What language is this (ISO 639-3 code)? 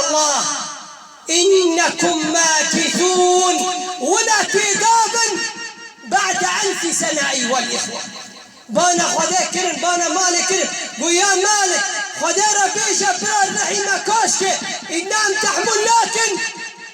kur